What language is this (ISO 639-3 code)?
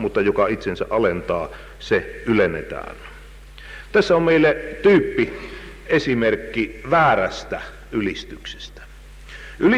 fin